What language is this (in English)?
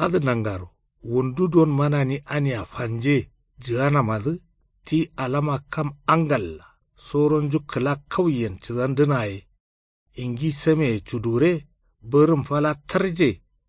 Kanuri